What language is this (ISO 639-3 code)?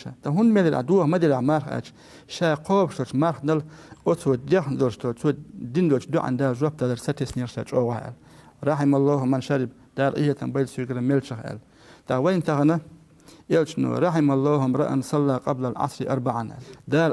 che